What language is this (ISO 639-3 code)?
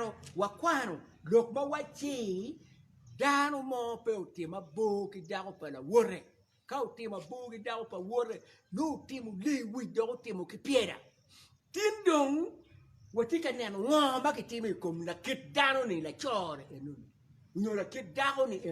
ach